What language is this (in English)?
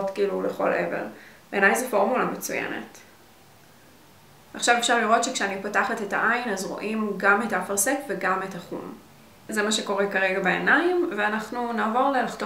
Hebrew